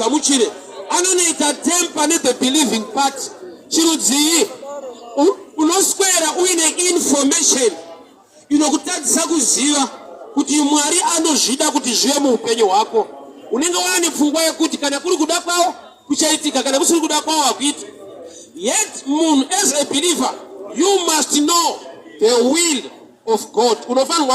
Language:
Shona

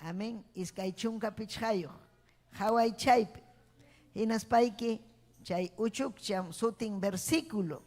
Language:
Ayacucho Quechua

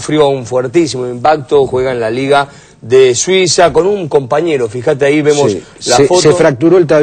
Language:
Spanish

